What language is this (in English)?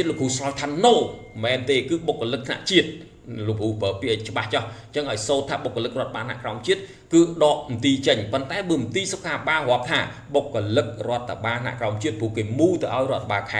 Khmer